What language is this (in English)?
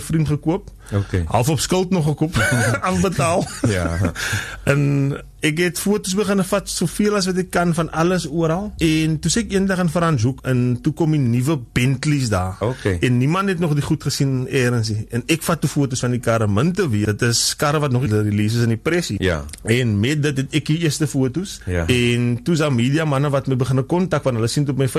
Afrikaans